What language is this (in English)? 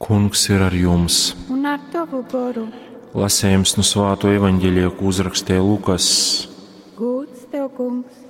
Latgalian